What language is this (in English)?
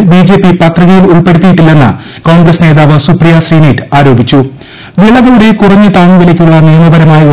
Malayalam